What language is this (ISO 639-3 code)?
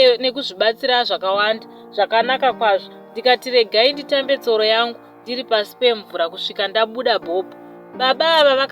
sna